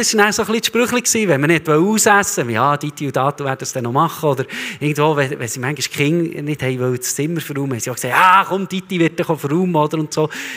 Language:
Swiss German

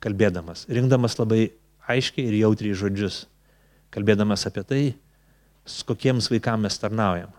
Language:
Lithuanian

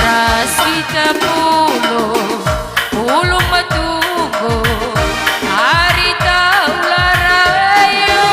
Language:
Batak Karo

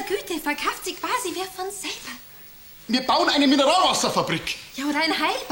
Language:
Bavarian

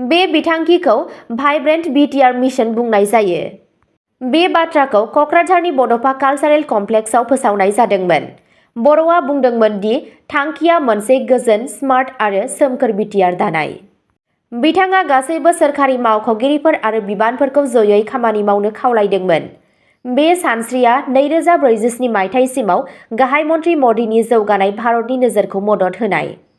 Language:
Bodo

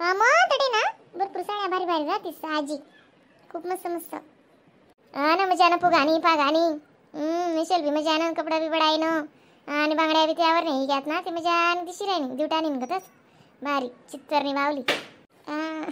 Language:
Khandesi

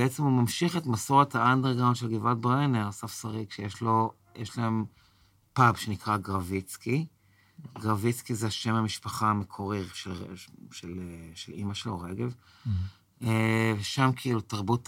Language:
Hebrew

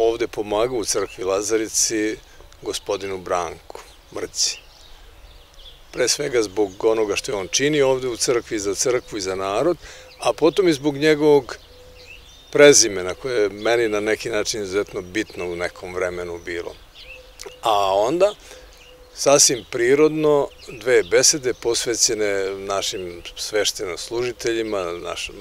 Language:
Serbian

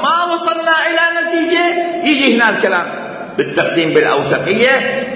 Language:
Mesopotamian Arabic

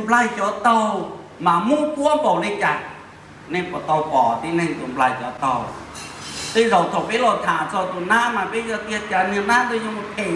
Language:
Hmong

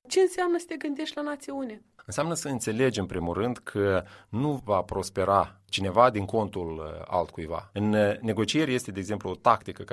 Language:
Romanian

